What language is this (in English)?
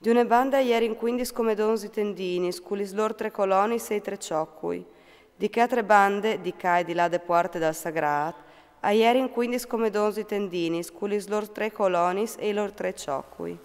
Friulian